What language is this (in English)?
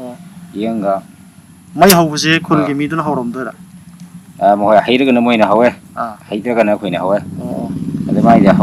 Manipuri